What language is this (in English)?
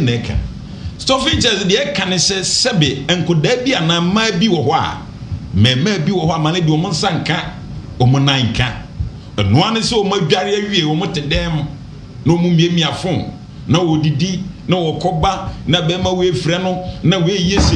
Akan